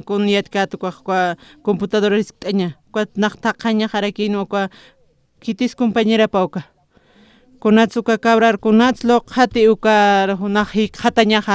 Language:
Aymara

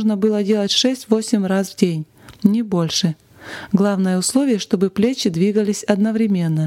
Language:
Russian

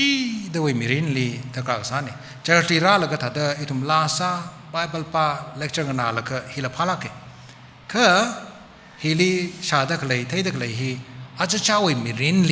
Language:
Tangkhul Naga (India)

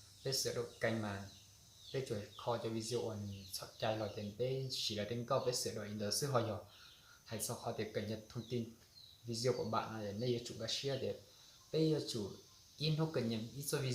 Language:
Hmong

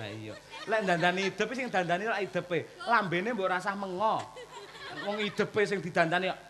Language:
Javanese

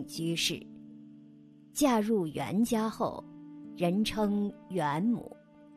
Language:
Chinese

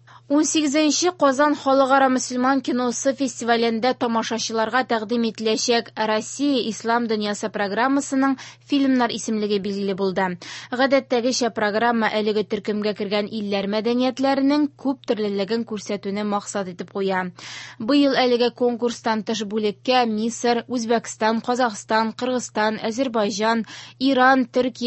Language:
Tatar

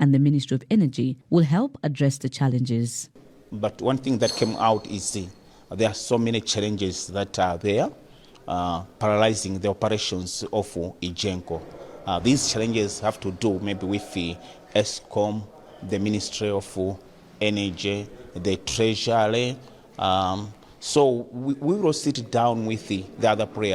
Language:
English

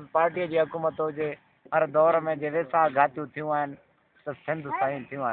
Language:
Sindhi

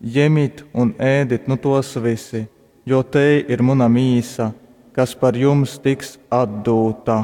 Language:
Latgalian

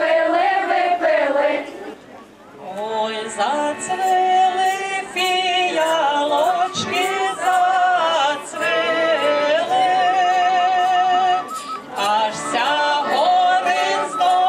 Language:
Ukrainian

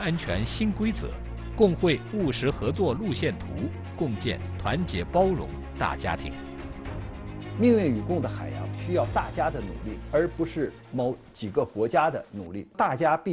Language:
Chinese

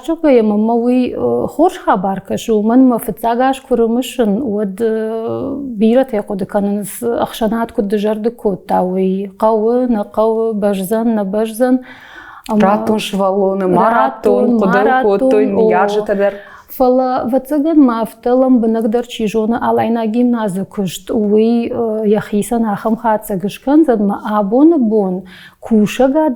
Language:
Ossetic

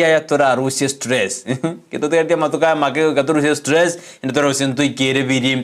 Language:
Gusii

